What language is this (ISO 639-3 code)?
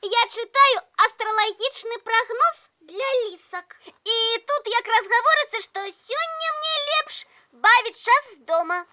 bel